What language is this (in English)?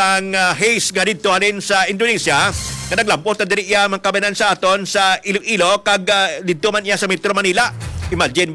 Hiligaynon